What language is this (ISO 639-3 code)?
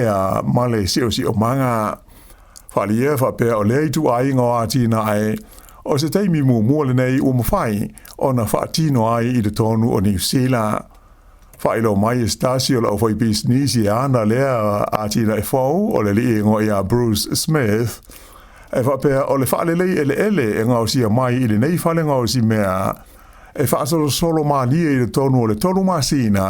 smo